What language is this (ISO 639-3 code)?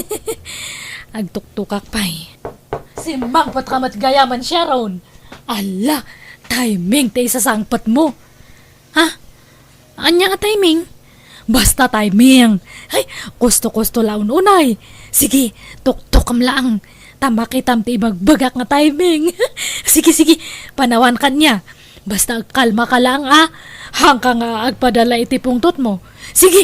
ilo